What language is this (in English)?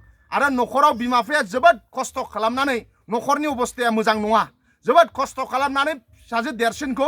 Bodo